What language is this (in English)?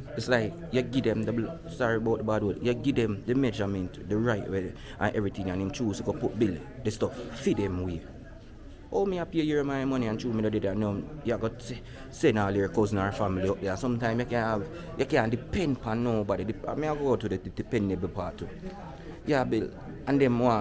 Jamaican Creole English